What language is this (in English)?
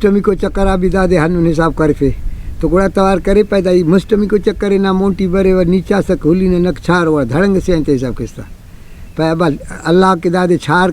Brahui